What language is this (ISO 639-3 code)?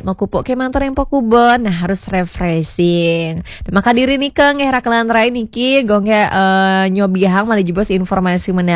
ban